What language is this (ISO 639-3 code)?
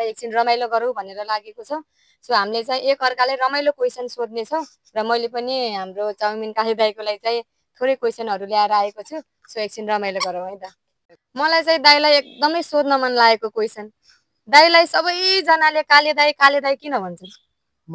nep